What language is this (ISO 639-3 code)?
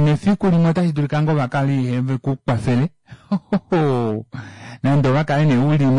kua